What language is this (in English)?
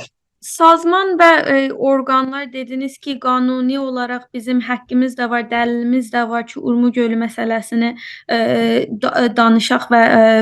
South Azerbaijani